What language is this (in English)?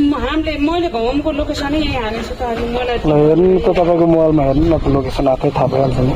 Nepali